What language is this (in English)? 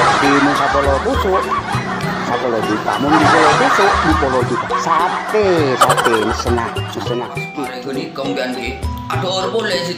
Madurese